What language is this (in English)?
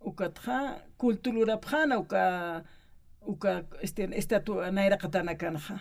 Aymara